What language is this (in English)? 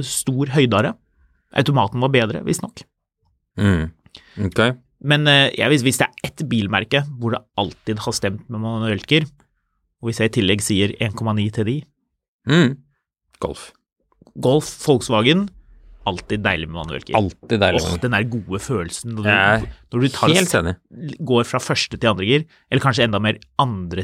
Norwegian